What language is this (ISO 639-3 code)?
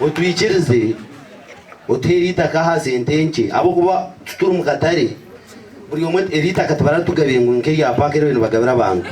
nyn